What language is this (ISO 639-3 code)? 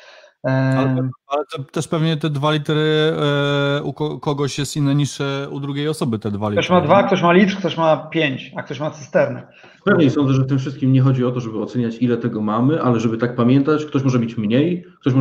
pol